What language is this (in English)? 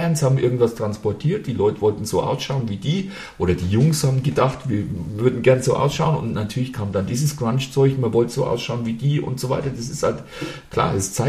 German